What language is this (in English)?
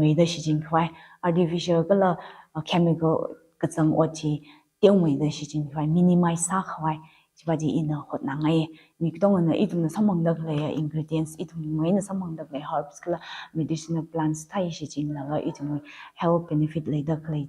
Tangkhul Naga (India)